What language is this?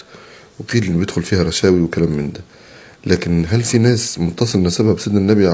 Egyptian Arabic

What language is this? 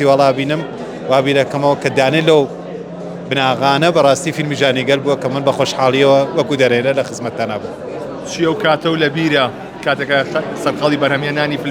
Central Kurdish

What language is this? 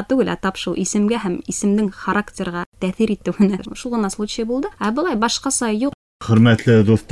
Bashkir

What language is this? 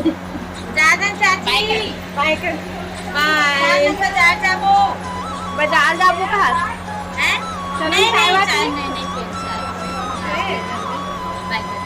Chhattisgarhi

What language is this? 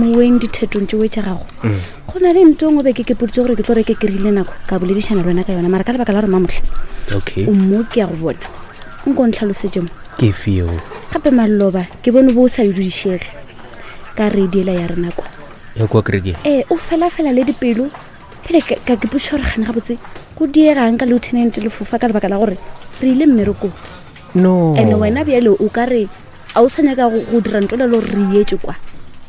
Northern Sotho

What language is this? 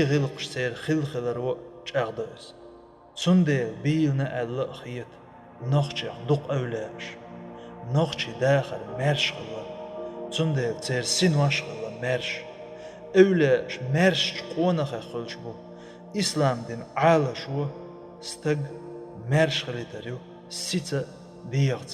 Chechen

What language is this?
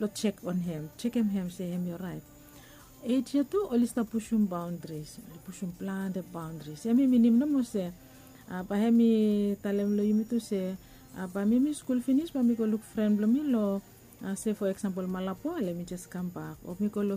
Bislama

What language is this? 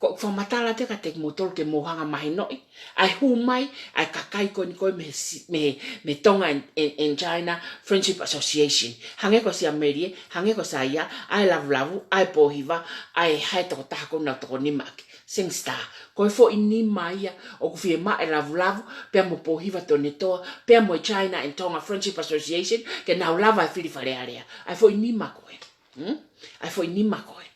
Tongan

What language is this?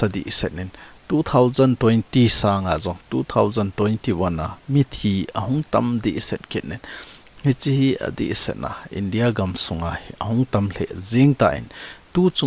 Thado Chin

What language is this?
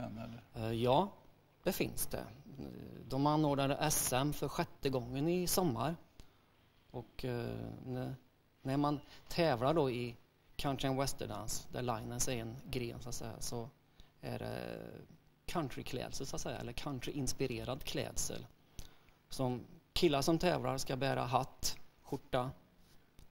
Swedish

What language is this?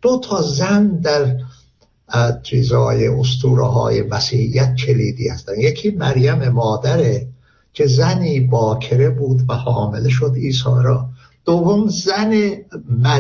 Persian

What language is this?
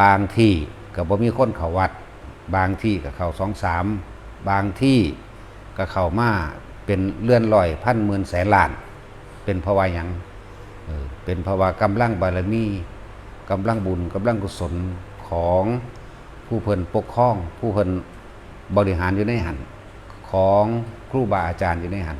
Northeastern Thai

